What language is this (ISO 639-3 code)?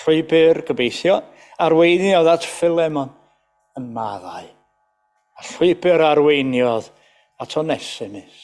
cym